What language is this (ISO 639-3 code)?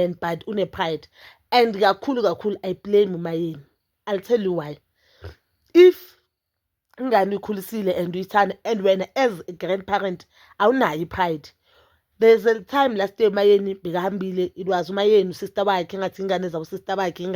zul